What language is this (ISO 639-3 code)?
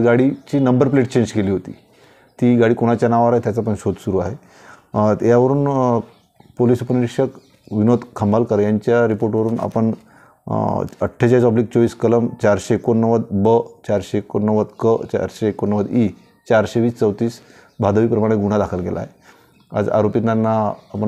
mar